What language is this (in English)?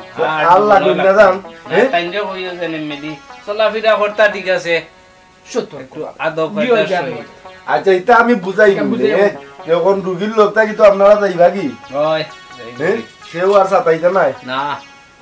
Sylheti